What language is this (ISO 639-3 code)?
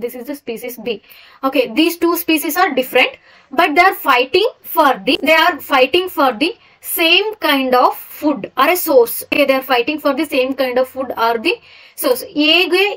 kan